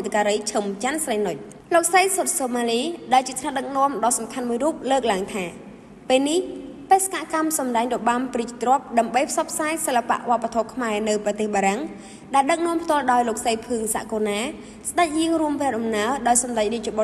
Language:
Khmer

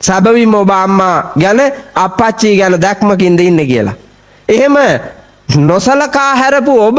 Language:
Sinhala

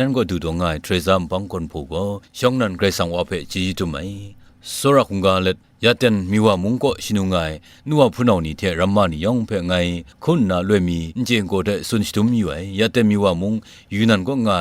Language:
Kachin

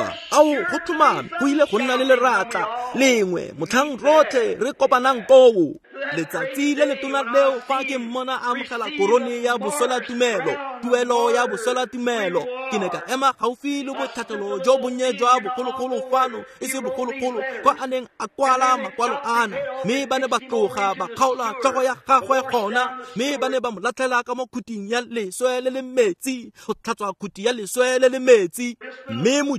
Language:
Tswana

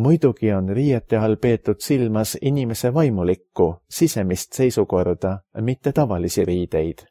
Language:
Estonian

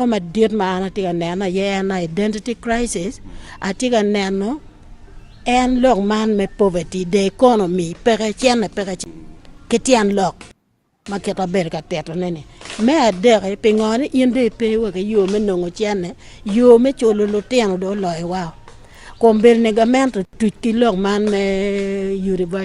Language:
Acoli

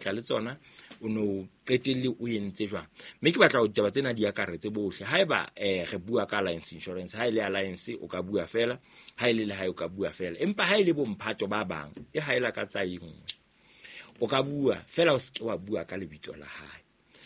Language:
Southern Sotho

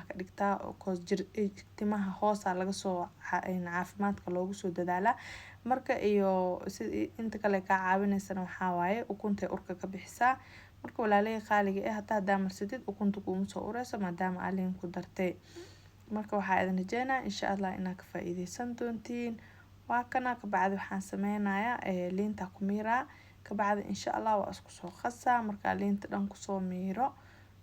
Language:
Somali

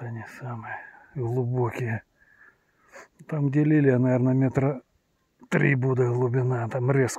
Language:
Russian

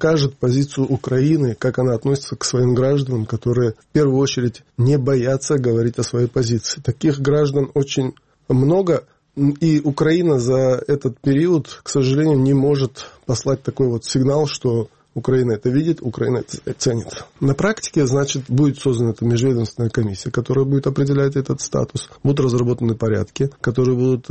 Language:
Russian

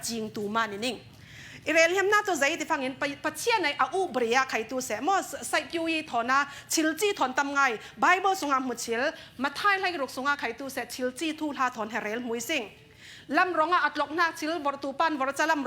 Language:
Falam Chin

